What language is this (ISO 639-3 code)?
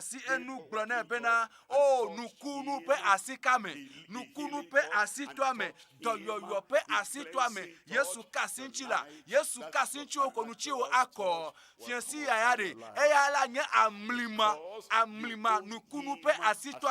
ewe